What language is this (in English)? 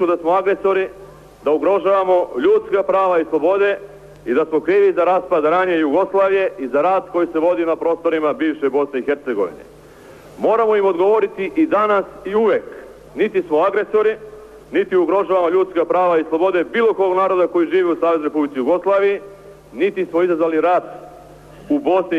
Serbian